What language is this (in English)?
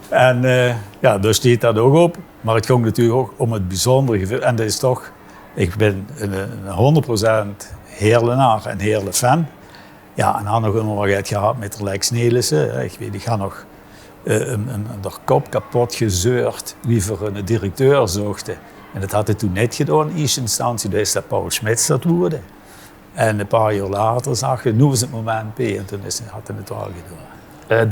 Limburgish